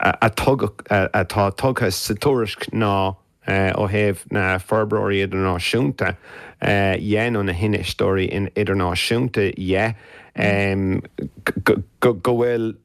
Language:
Irish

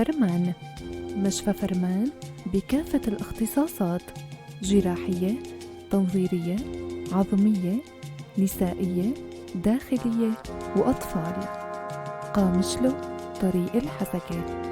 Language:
North Levantine Arabic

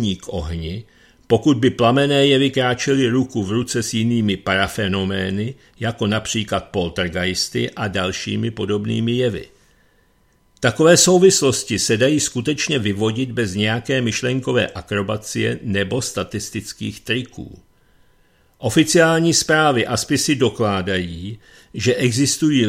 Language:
Czech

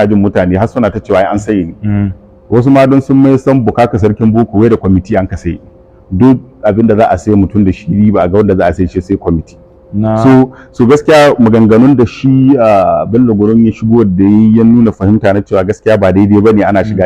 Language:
Hausa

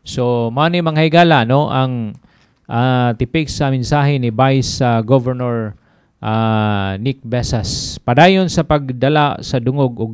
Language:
Cebuano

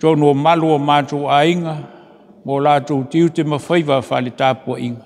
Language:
Samoan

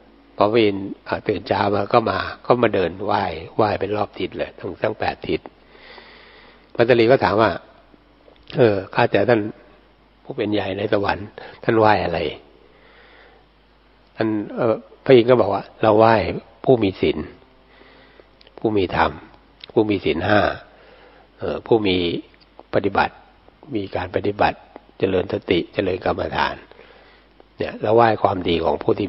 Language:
Thai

